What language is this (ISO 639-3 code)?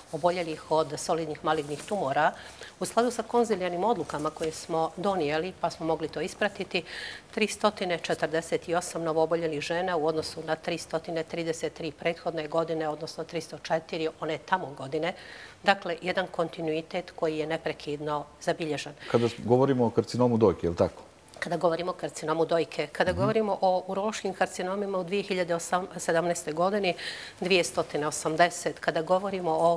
bos